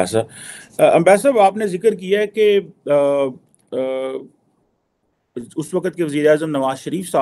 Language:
Urdu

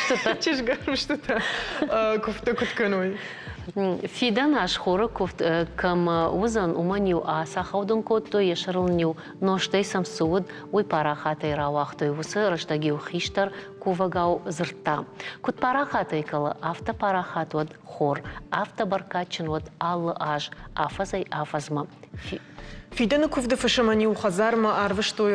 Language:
Ossetic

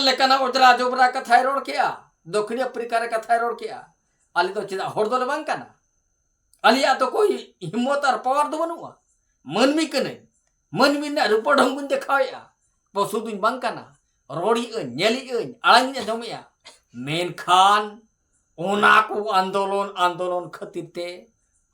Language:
Santali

